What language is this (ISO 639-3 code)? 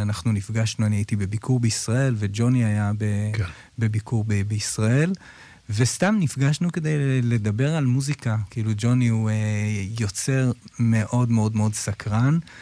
heb